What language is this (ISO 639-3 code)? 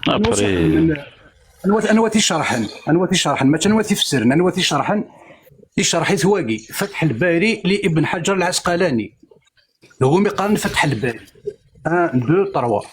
kab